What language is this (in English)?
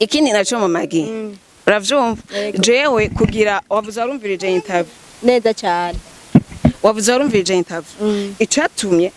Rundi